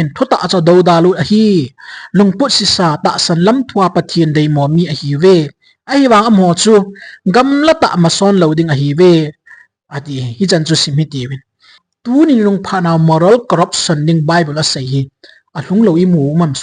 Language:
Thado Chin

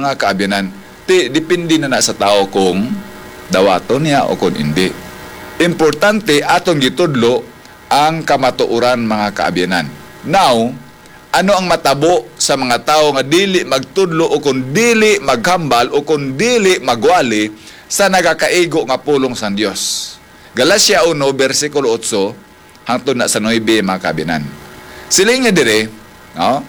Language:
Hiligaynon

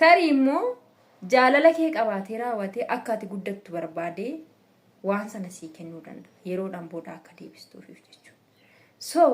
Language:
Oromo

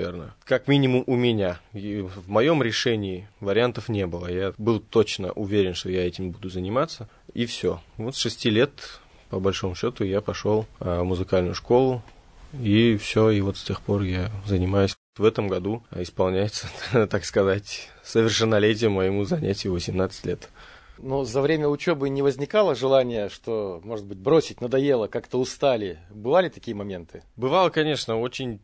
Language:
Russian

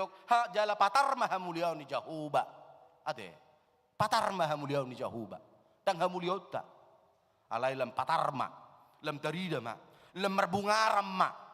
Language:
Batak Toba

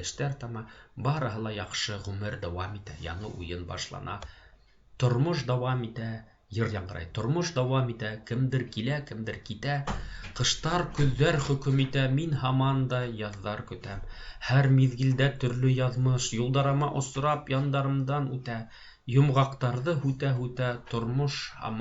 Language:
Bashkir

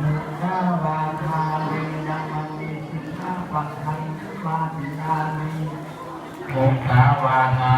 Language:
Pali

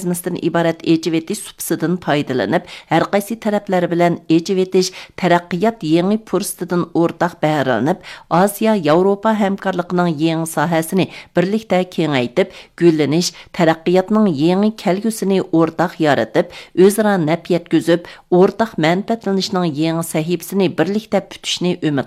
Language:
Uyghur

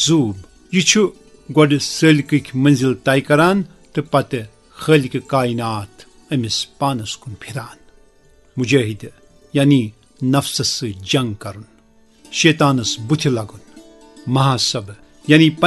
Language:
Kashmiri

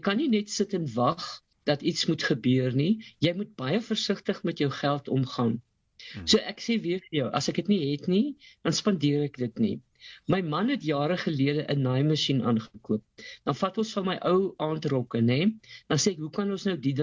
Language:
Afrikaans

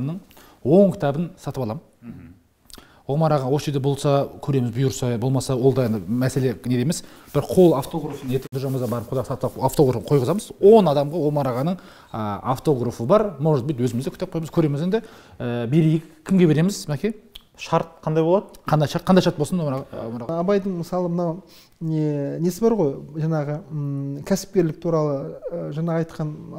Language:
Kazakh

